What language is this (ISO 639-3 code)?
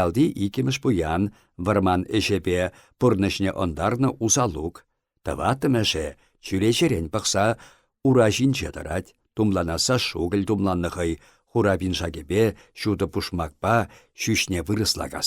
chv